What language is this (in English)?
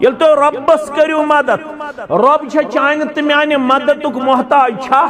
Kashmiri